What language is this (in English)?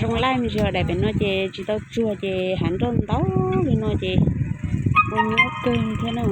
Hmong